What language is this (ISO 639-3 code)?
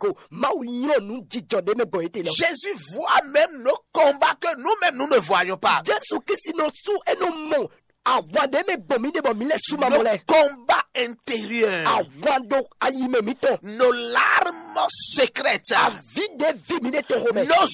fon